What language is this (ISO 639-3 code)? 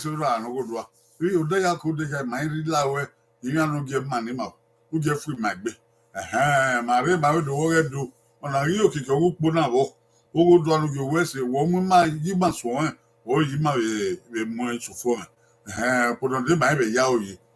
bin